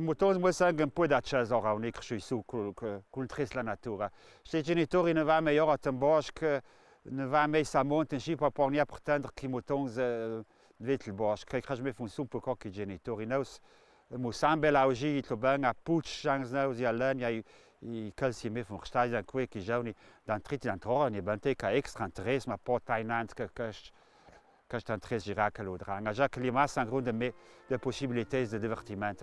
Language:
Ladin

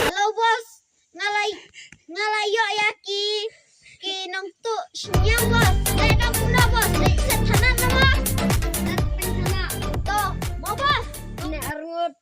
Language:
Khasi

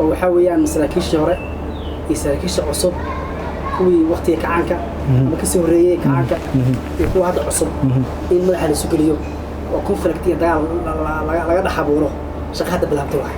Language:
Somali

